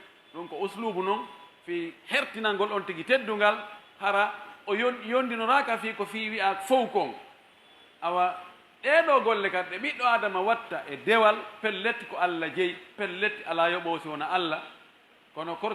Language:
Pular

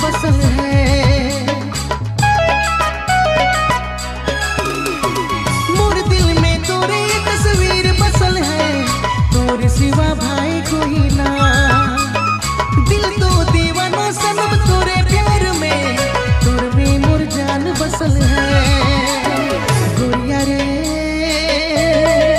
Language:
Sadri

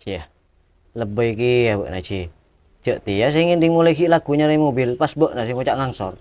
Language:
Madurese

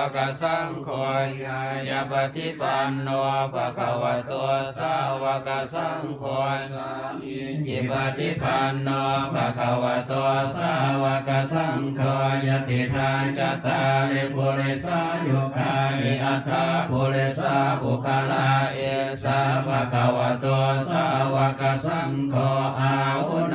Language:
Pali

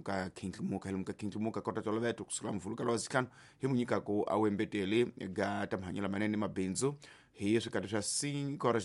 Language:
Tsonga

